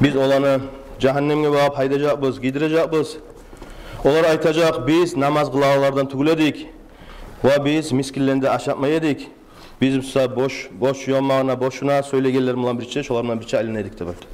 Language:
Kumyk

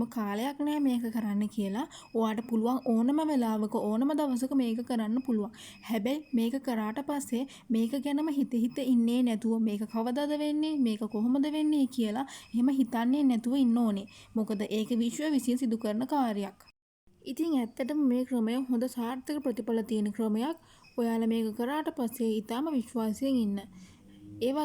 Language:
Sinhala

